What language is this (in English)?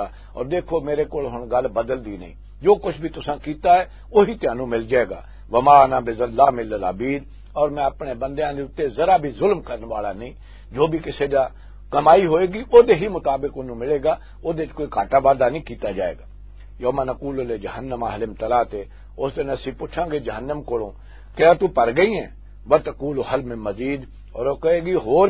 Western Panjabi